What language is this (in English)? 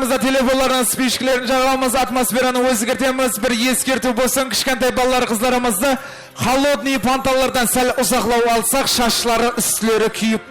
Kara-Kalpak